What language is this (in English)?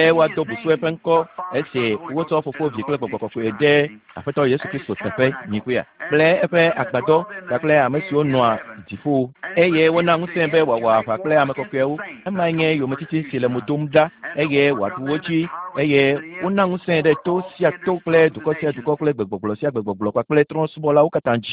Ewe